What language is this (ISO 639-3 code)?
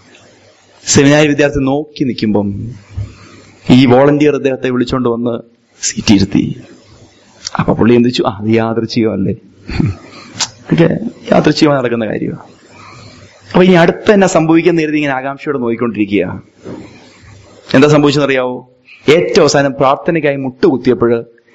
mal